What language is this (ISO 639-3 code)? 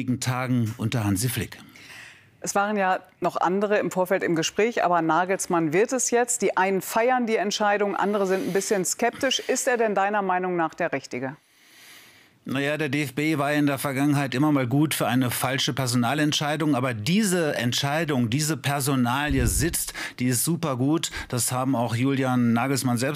deu